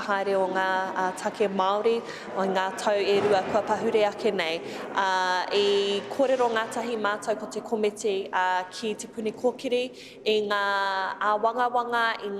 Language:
Māori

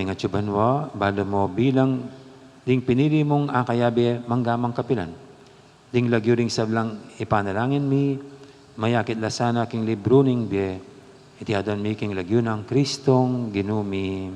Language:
Pampanga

